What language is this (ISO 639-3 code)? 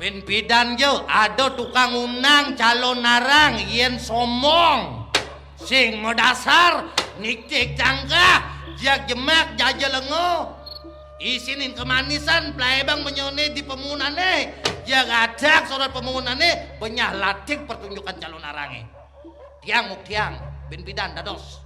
ban